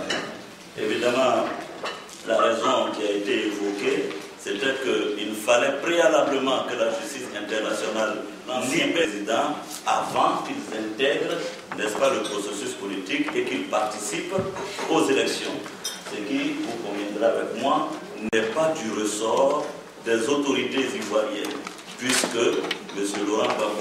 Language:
French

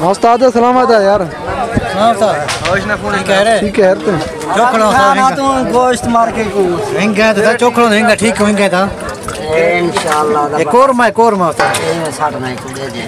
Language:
Saraiki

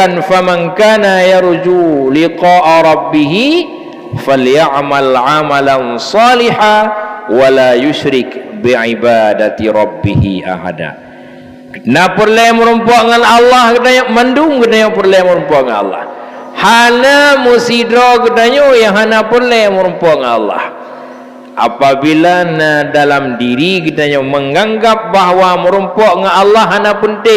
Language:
Achinese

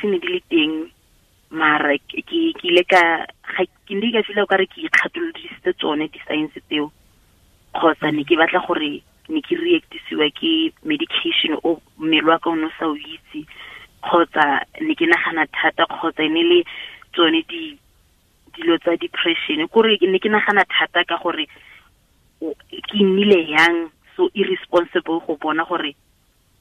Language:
Tswana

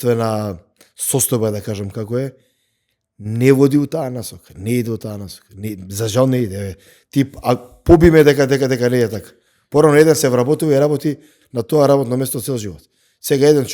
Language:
Macedonian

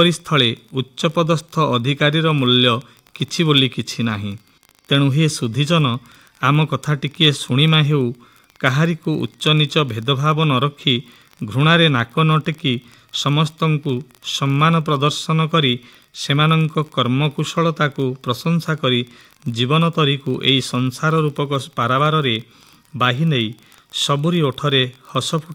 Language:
Odia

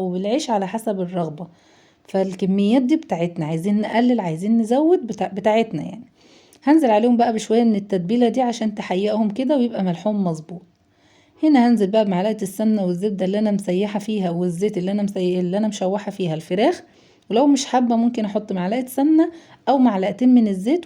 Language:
Egyptian Arabic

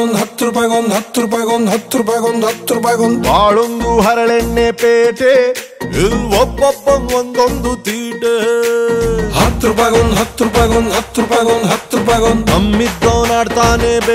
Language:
Kannada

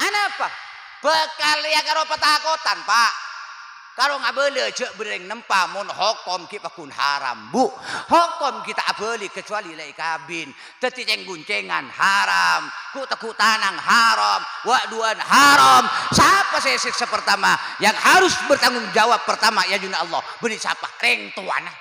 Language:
Madurese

